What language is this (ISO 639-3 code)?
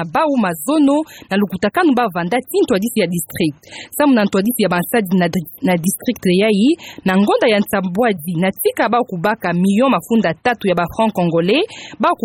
ktu